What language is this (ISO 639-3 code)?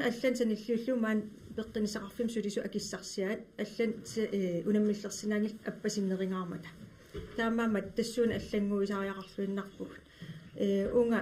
kal